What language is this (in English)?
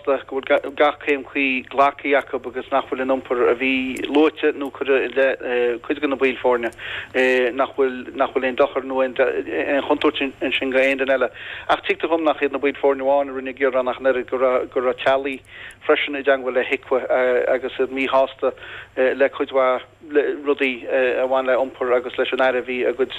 Irish